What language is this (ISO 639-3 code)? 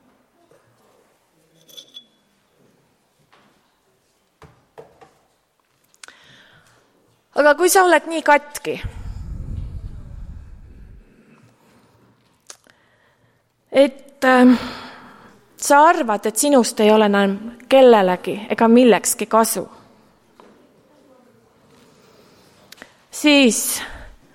est